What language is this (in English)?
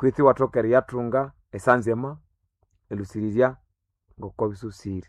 Nande